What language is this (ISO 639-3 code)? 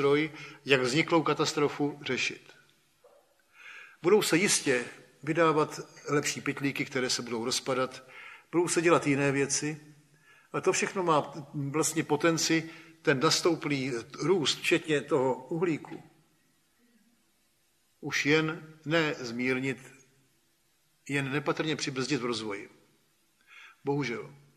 ces